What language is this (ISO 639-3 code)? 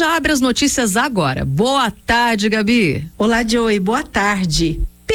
por